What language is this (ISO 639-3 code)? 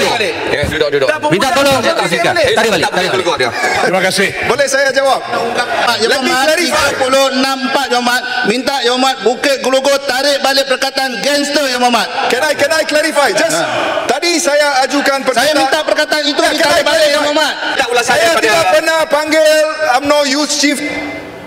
msa